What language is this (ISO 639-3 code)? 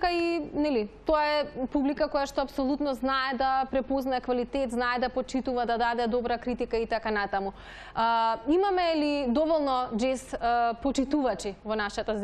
mkd